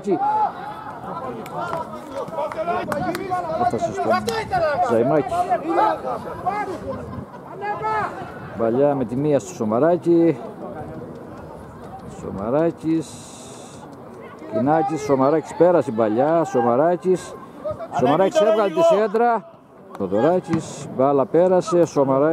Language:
Greek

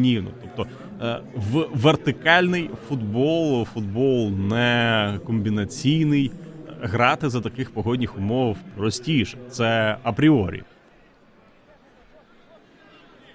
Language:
Ukrainian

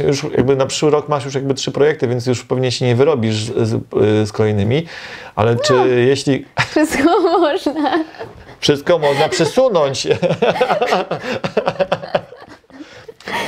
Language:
Polish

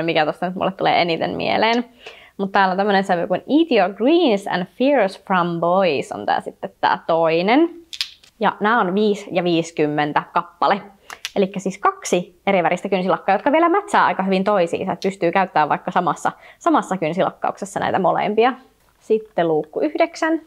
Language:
Finnish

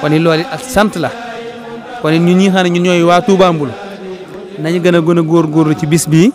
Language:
Wolof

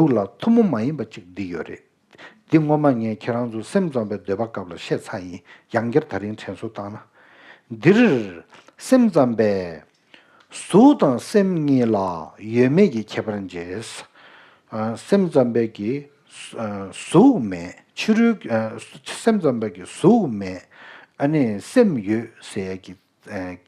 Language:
Tibetan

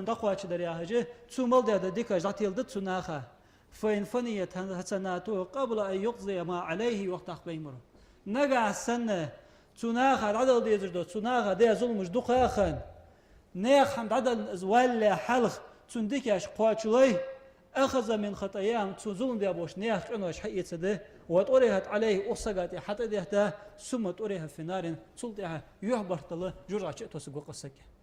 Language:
Ingush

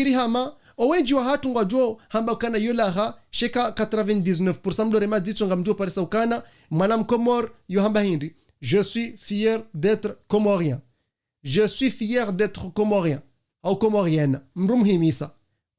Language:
Ngazidja Comorian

